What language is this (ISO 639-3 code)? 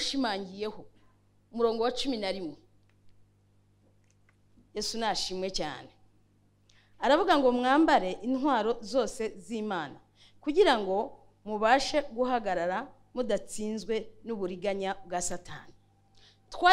kin